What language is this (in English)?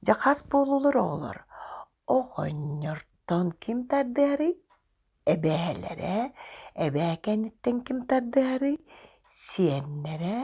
Yakut